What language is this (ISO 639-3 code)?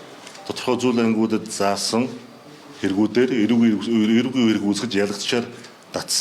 mon